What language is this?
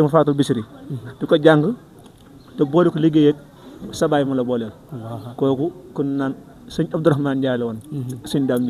Wolof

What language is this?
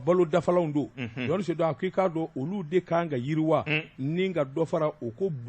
Bambara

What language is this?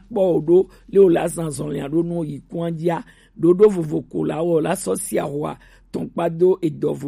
Gen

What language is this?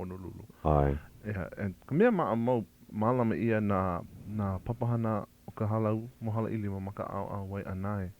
Hawaiian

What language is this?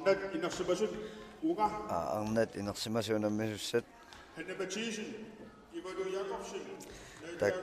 Kalaallisut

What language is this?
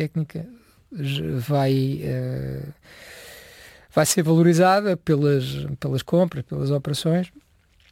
Portuguese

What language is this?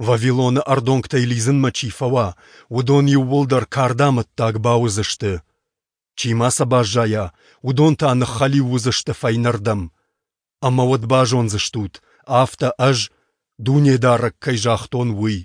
Ossetic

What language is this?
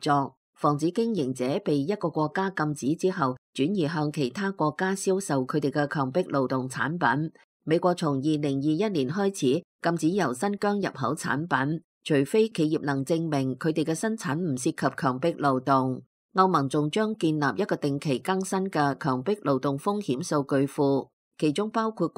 Cantonese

